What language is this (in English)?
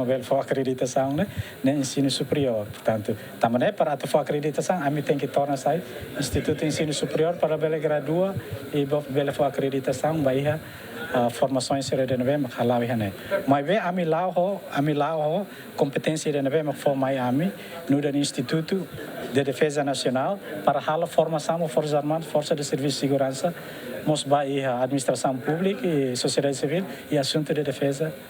Tetum